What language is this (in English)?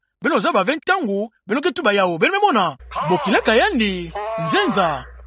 Kituba (Democratic Republic of Congo)